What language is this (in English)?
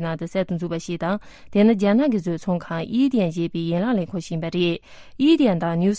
Tibetan